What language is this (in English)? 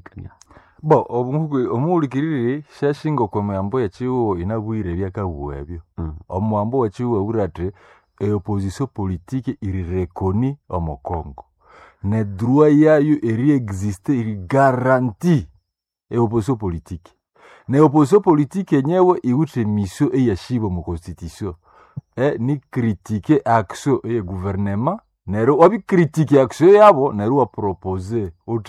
Nande